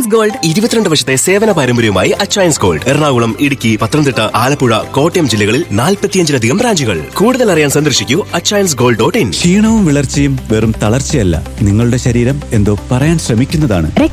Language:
Malayalam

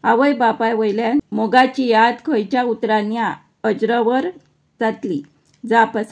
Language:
Konkani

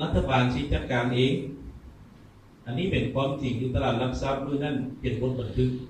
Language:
Lao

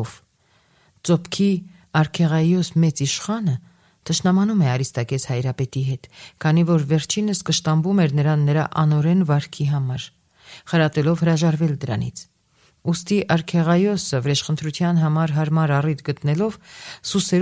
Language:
Armenian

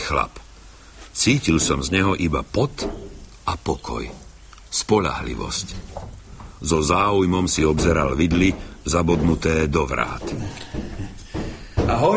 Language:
Slovak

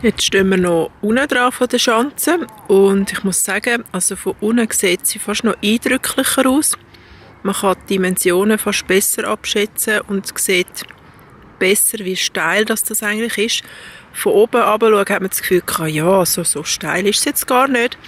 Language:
Swiss German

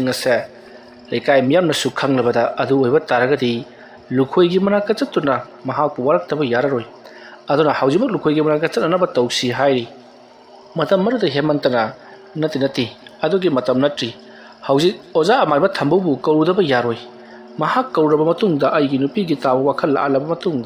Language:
Manipuri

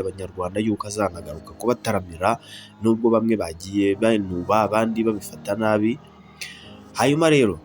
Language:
Kinyarwanda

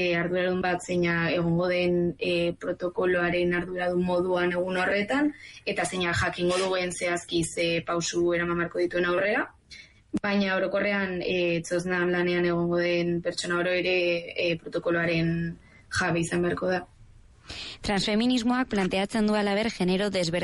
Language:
Basque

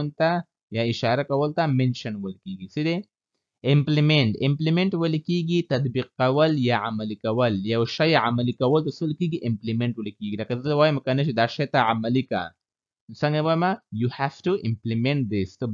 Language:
Pashto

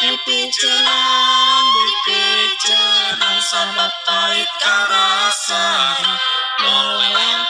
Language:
Sundanese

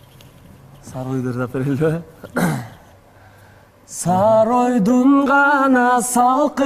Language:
Kyrgyz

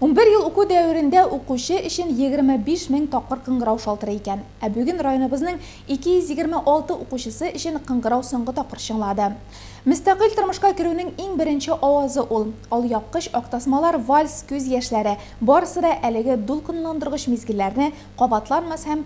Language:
Tatar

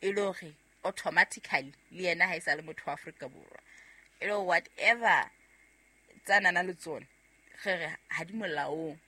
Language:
Southern Sotho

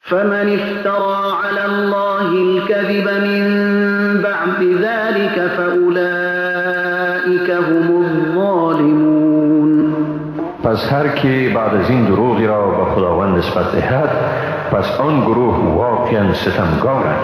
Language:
Persian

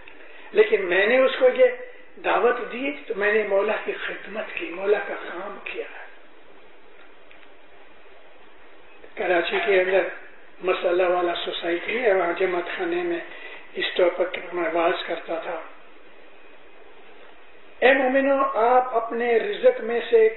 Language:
Urdu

